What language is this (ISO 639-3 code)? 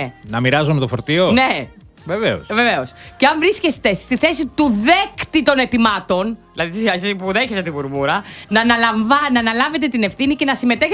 ell